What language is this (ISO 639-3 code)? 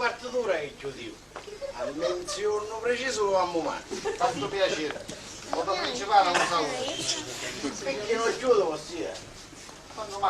scn